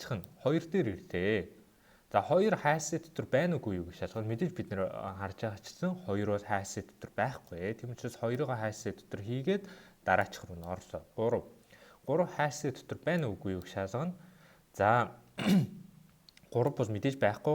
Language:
Mongolian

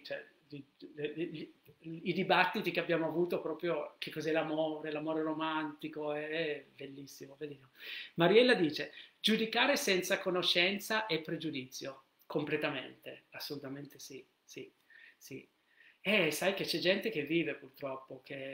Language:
Italian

